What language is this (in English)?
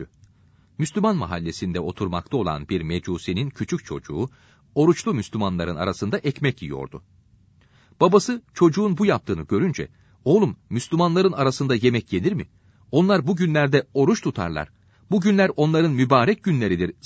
Turkish